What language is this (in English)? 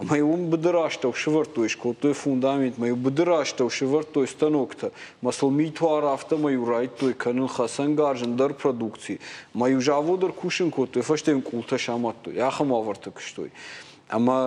Ossetic